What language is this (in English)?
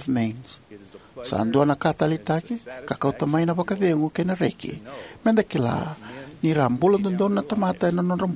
Fijian